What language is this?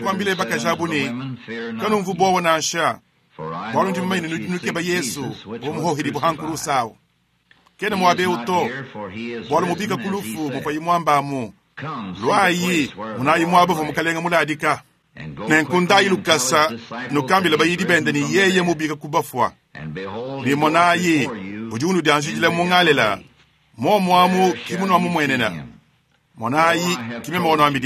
Luba-Lulua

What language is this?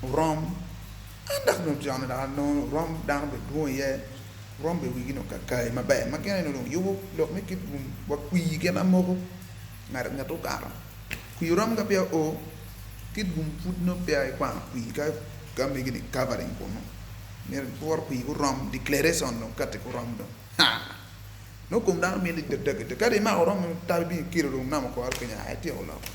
Acoli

